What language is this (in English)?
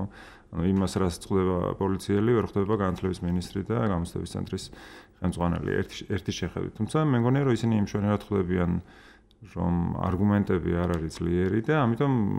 Georgian